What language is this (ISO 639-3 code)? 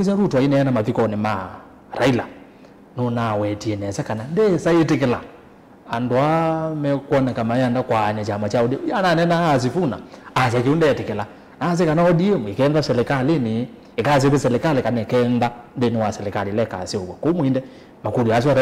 kam